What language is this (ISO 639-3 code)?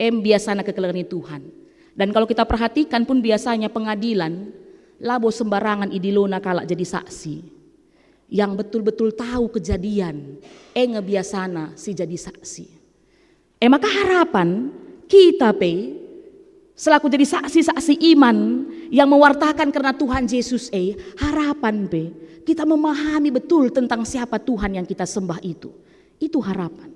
btx